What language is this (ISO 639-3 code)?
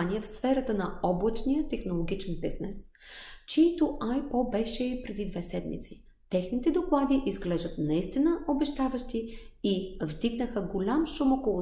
bul